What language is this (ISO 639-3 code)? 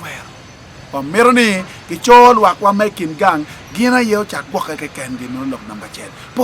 ach